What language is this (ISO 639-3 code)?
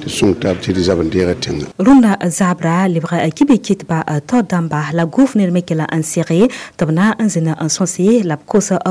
mos